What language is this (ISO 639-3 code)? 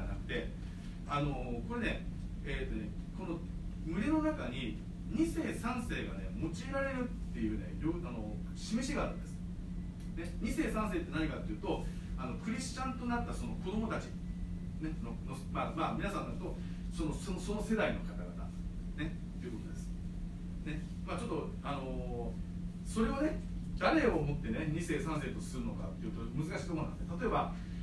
jpn